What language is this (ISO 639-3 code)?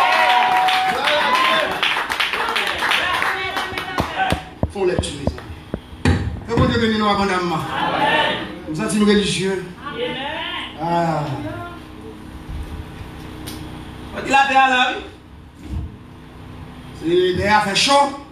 fra